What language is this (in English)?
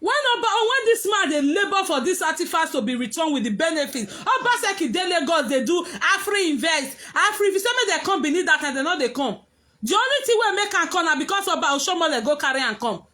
Nigerian Pidgin